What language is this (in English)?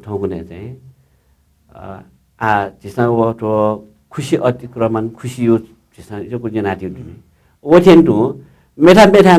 Newari